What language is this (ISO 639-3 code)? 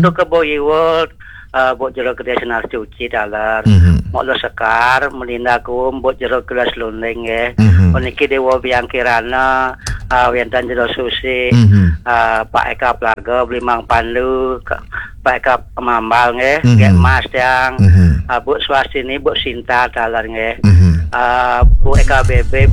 ban